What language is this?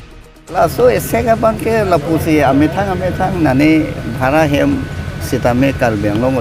Karbi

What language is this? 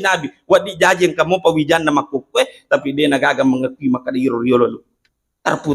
Buginese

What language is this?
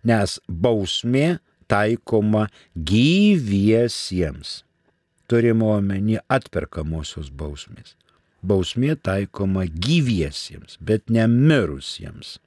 Lithuanian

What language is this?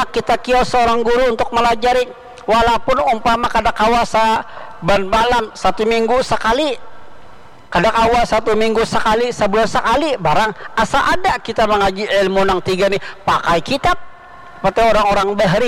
Banjar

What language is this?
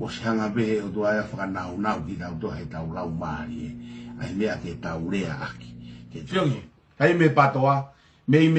Tongan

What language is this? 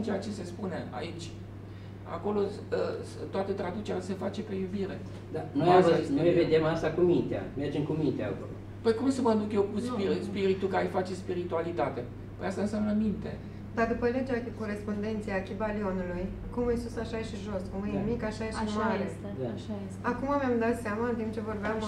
Romanian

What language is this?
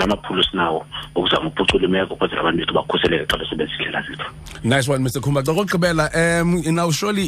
Xhosa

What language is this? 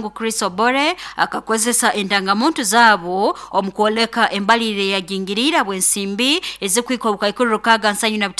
Nyoro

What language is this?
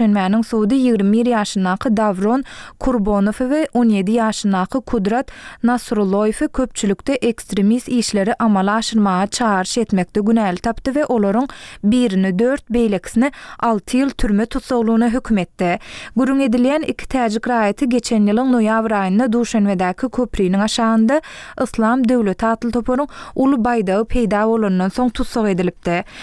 Turkmen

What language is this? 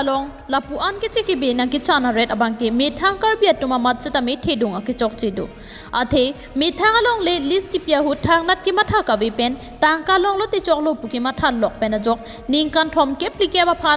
Karbi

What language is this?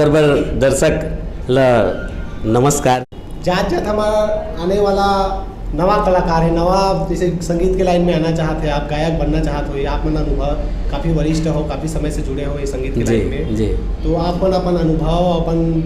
Chhattisgarhi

